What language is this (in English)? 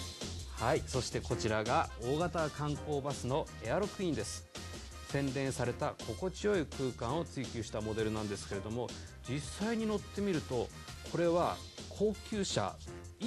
Japanese